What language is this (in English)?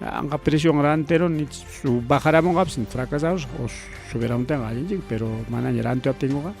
Ayacucho Quechua